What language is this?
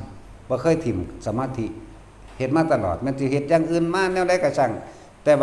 Northeastern Thai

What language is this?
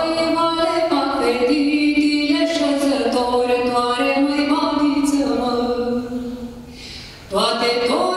Romanian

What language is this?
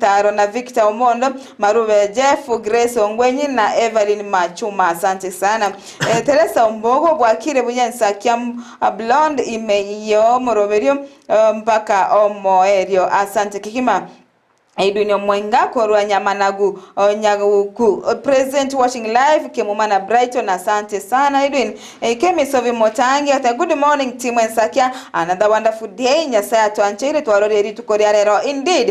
Gusii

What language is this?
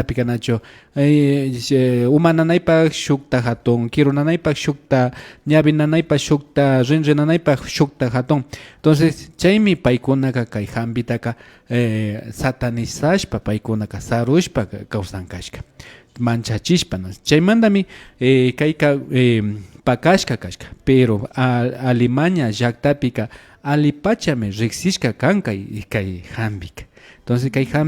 Imbabura Highland Quichua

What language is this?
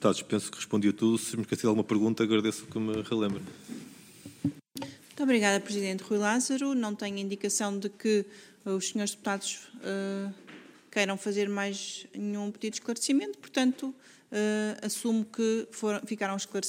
Portuguese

